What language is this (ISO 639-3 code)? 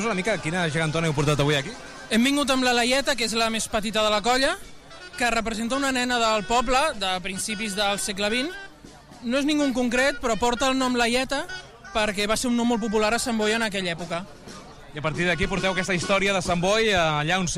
cat